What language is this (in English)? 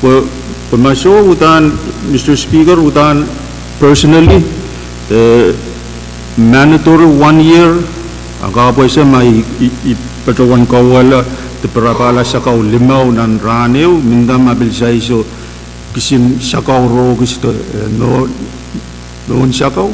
Pohnpeian